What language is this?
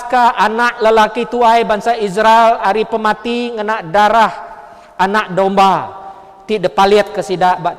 Iban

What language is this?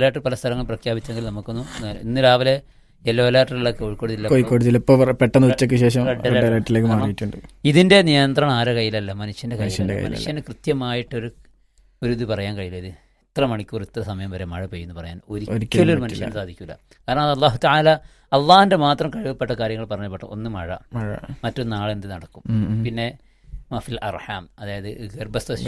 Malayalam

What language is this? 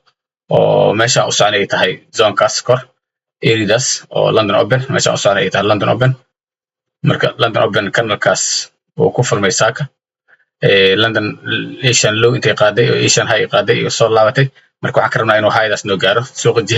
Somali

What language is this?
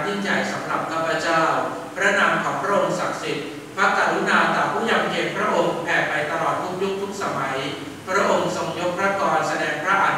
Thai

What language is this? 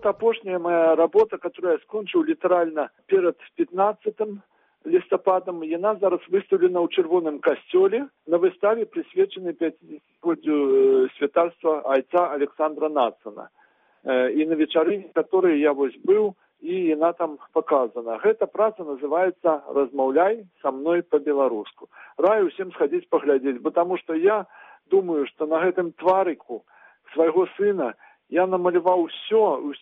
Belarusian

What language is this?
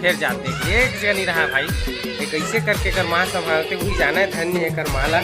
Chhattisgarhi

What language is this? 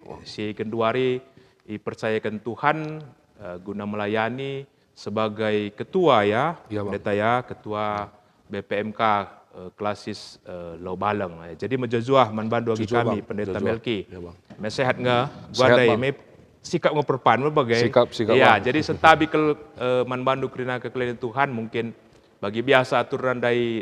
Batak Karo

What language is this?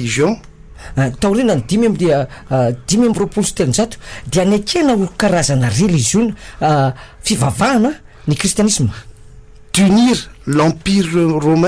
Malagasy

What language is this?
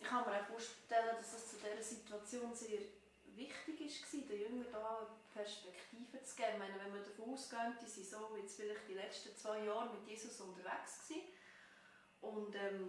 Swiss German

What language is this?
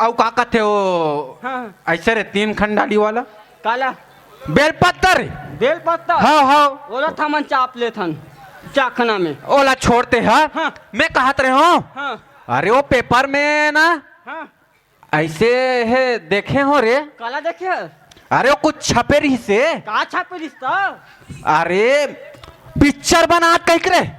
Chhattisgarhi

